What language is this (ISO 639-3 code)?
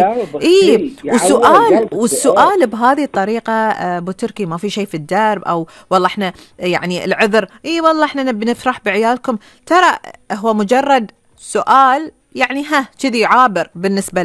afb